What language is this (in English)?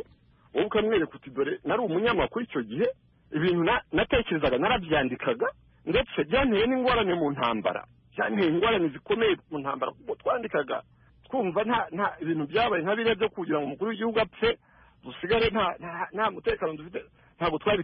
Kinyarwanda